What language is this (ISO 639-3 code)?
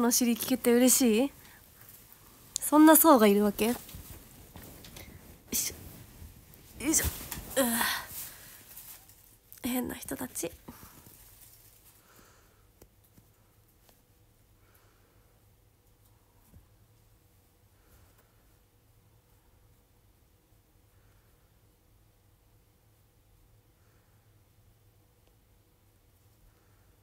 jpn